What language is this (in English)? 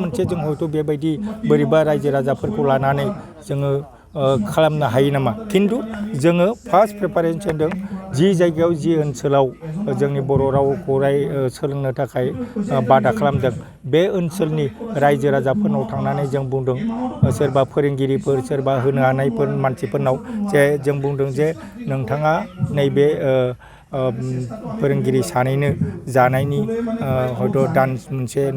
Bodo